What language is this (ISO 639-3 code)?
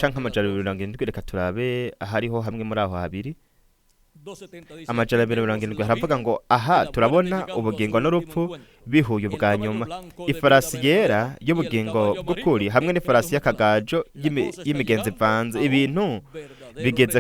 run